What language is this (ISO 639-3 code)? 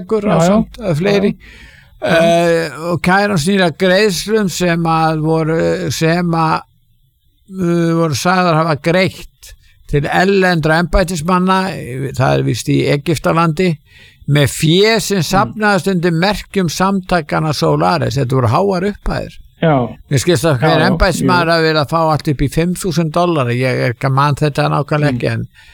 isl